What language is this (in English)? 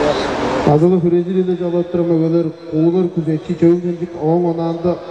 Tuvinian